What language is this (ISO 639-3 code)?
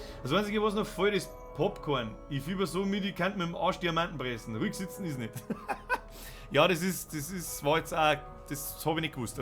bar